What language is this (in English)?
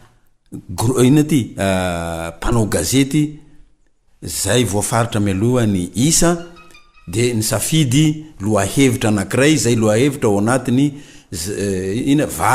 Malagasy